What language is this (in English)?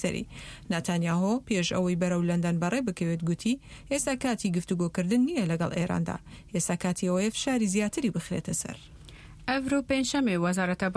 Central Kurdish